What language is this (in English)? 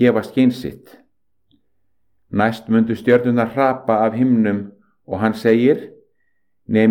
Icelandic